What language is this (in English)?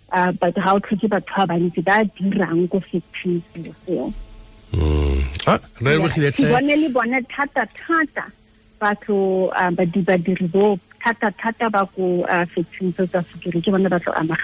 Tswana